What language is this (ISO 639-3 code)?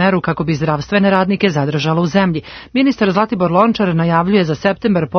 srp